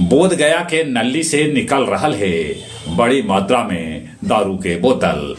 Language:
Magahi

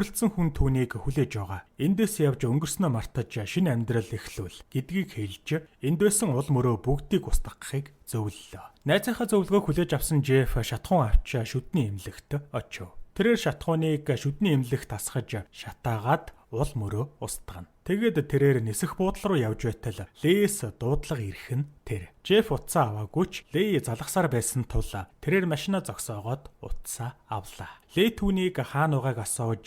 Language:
Mongolian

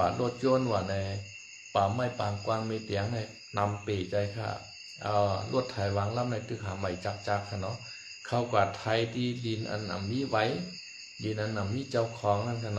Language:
Shan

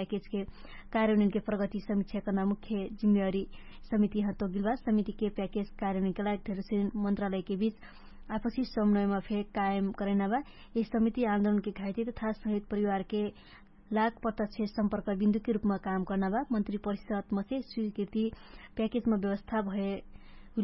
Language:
Dangaura Tharu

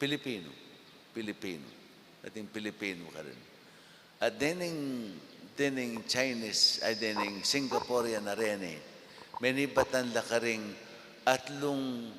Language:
Pampanga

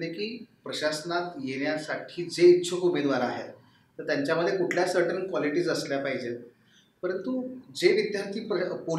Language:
Marathi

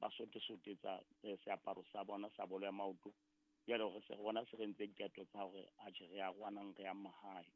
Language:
Southern Sotho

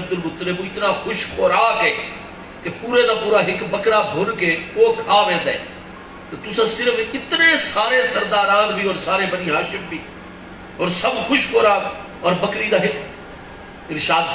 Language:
Saraiki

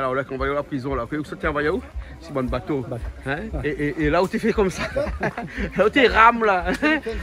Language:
Réunion Creole French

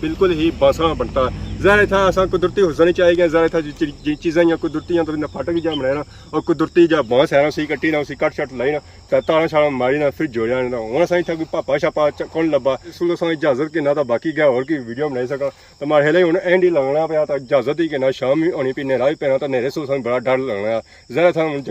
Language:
Pahari-Potwari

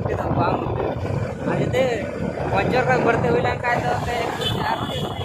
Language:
Santali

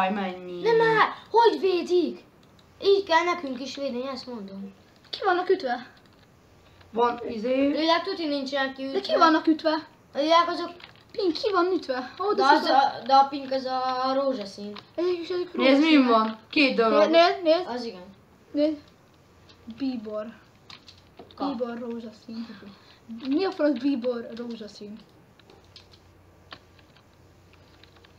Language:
Hungarian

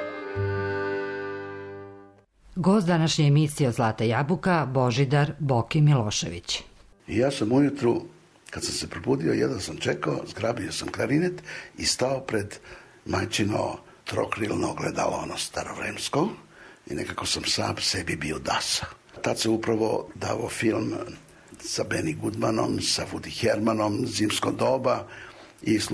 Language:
Serbian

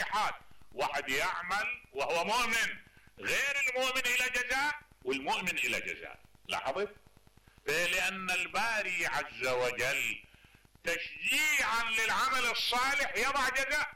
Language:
Mesopotamian Arabic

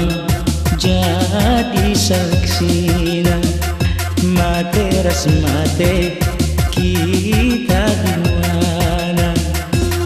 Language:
Batak Karo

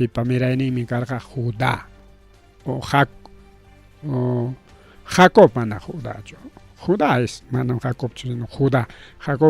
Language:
Ayacucho Quechua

